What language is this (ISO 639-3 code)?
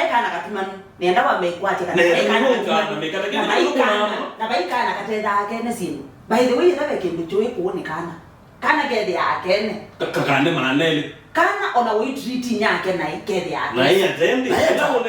kam